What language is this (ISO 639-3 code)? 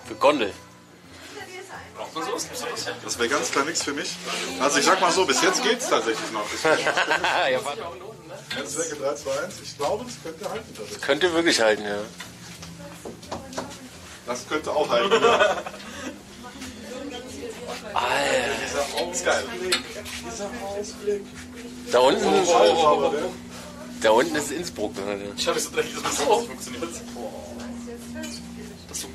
deu